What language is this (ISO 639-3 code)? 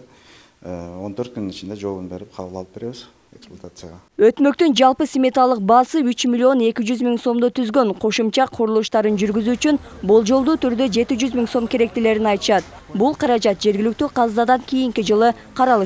kir